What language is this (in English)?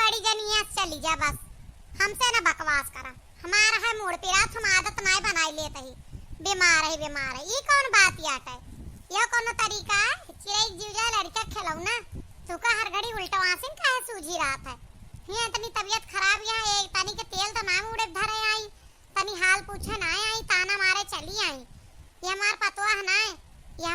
Awadhi